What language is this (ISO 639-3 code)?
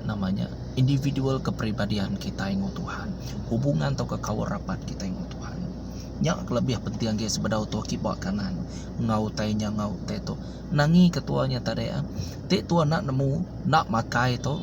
iba